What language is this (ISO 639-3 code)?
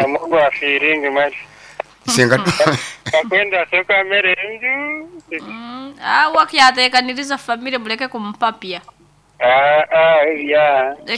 nyn